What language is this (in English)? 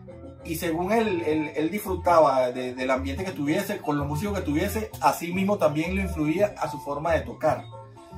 Spanish